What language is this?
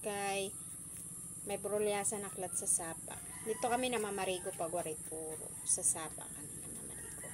Waray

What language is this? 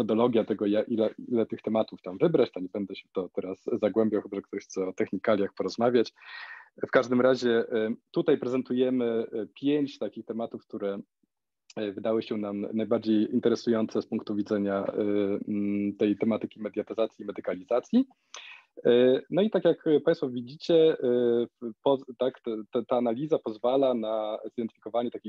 Polish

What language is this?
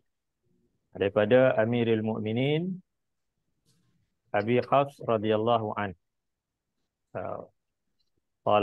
Malay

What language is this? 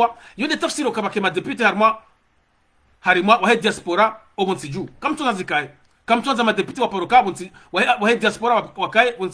Ngazidja Comorian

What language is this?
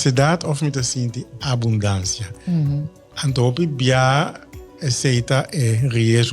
Papiamento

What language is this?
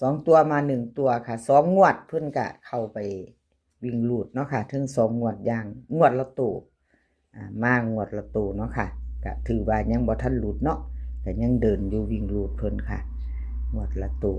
Northeastern Thai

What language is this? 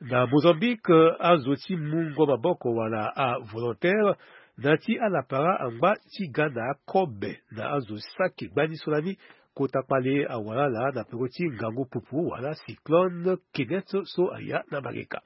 Sango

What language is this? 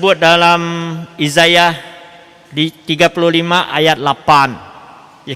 Iban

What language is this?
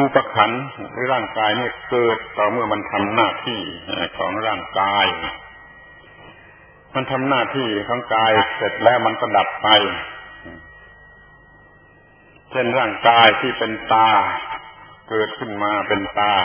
Thai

